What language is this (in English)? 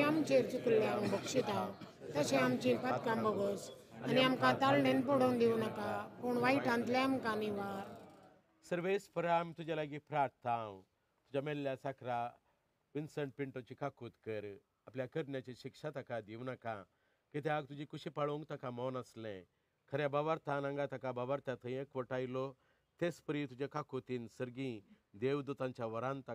Konkani